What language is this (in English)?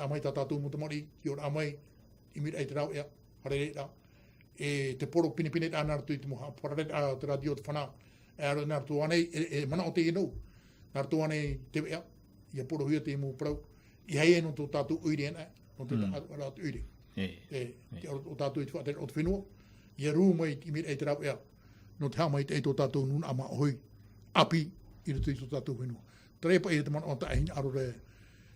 Tahitian